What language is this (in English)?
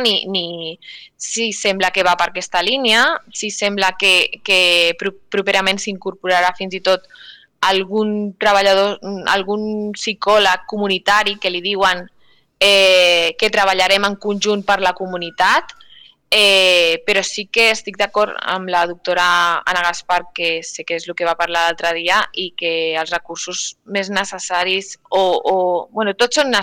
Catalan